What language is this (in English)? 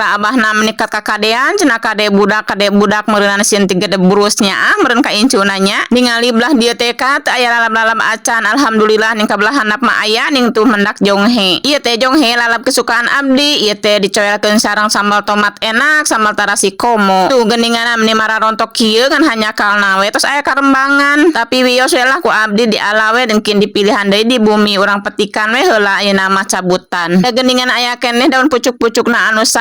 Sundanese